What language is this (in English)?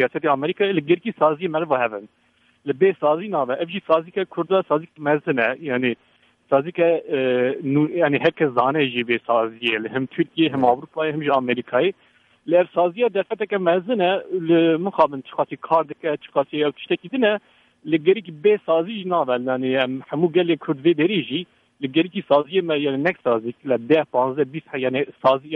Kurdish